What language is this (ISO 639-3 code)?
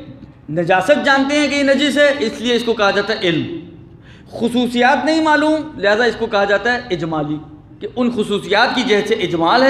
urd